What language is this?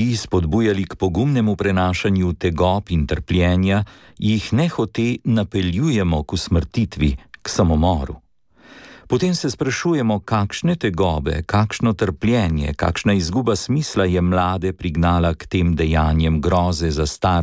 Slovenian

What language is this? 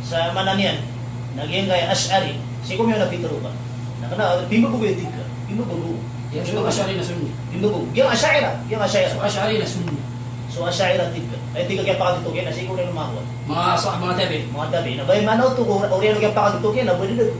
Maranao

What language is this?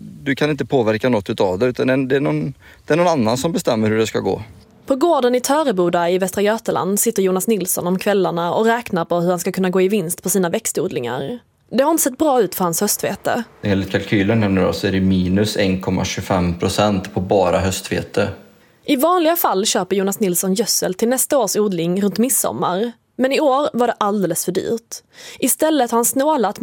Swedish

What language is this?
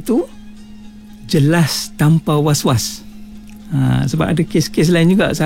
Malay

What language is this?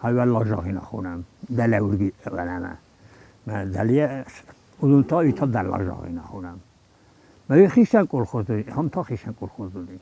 Ossetic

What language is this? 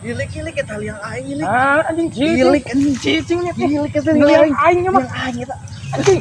Sundanese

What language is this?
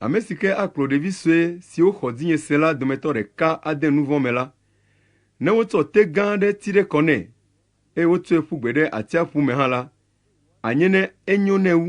Ewe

